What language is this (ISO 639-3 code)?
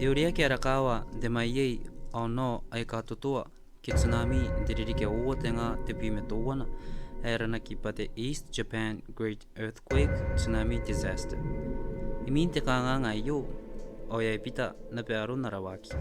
gil